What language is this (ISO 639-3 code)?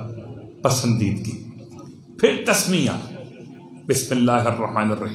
urd